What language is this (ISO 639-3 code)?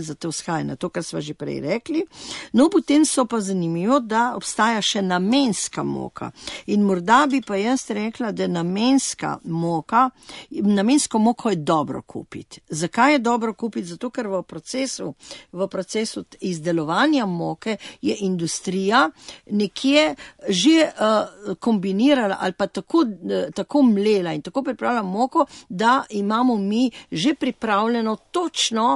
slv